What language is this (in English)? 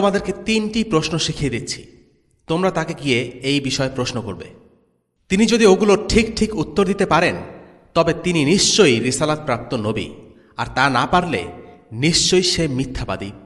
Bangla